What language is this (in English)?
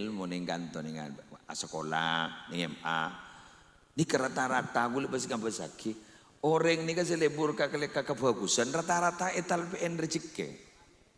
Madurese